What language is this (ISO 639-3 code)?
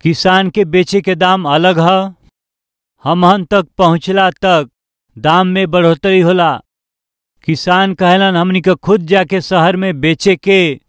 bho